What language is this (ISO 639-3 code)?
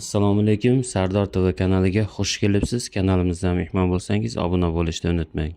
uzb